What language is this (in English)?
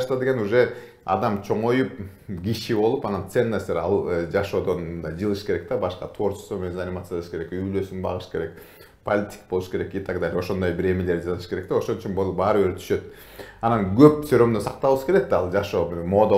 Kyrgyz